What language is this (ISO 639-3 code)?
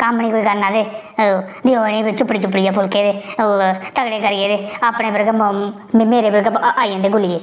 doi